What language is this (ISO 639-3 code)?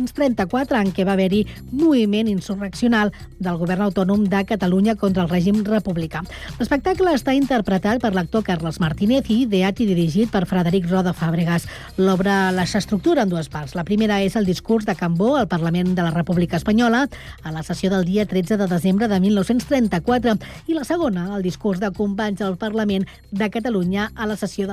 cat